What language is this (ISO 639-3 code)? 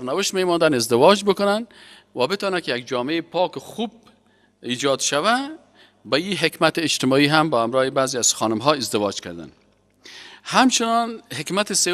fas